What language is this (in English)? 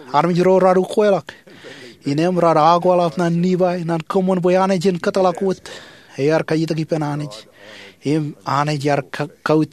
Marshallese